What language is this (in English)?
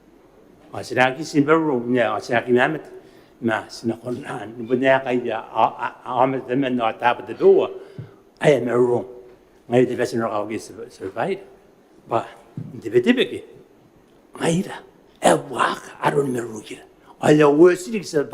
Gilbertese